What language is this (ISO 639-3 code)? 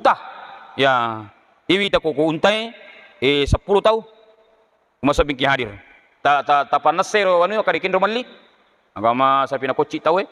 bug